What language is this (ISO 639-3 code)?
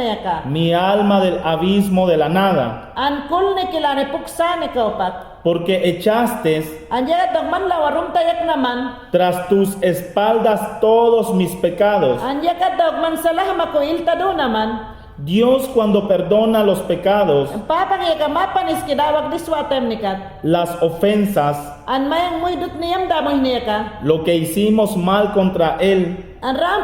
yan